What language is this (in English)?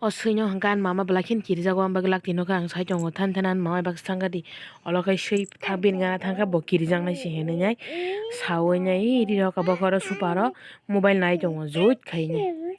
Kok Borok